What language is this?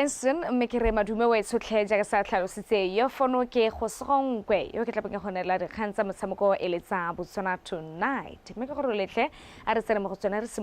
Tswana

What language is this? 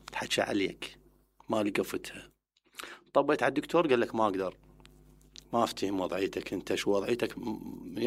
Mesopotamian Arabic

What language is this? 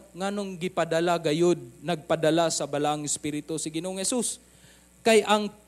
Cebuano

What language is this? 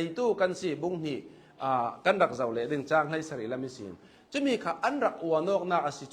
Hakha Chin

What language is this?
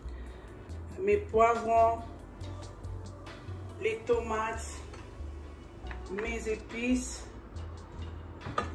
French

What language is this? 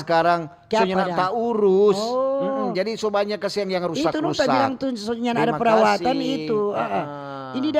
Manado Malay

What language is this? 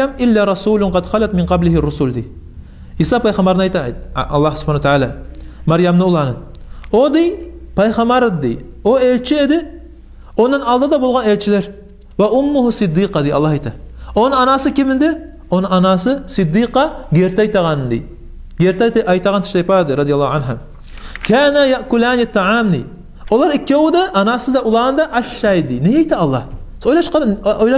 Kumyk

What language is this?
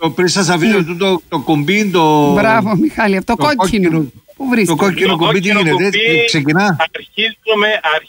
Greek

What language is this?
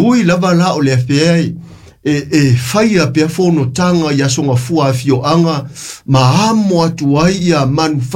Samoan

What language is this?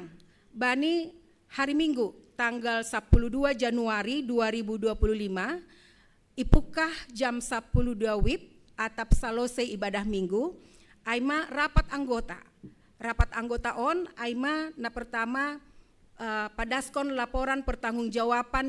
Batak Simalungun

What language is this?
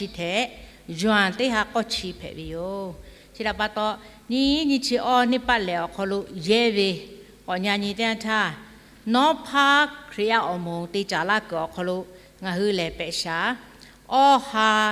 Lahu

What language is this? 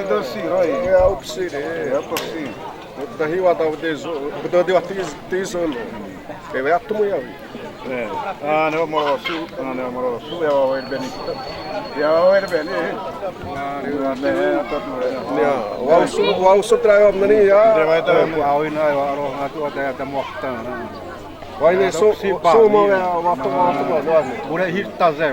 Xavánte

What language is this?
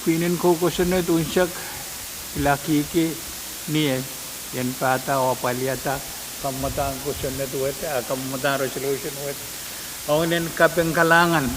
Pohnpeian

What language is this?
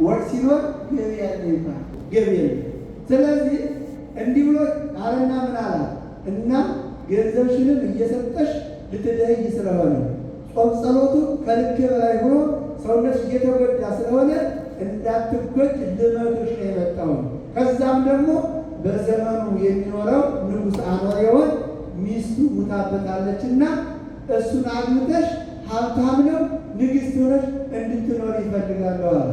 Amharic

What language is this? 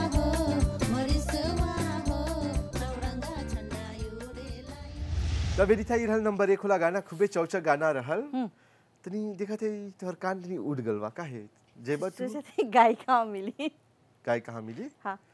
Bhojpuri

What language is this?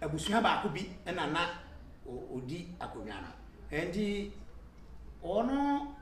Akan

